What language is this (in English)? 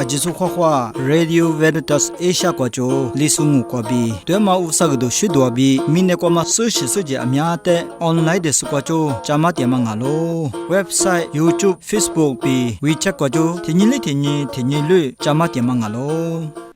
Lisu